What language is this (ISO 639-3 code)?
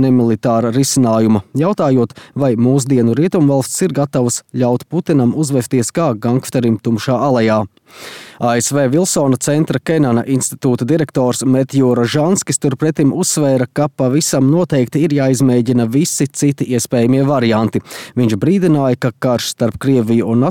lav